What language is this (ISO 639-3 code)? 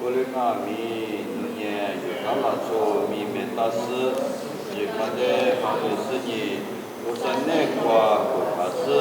lis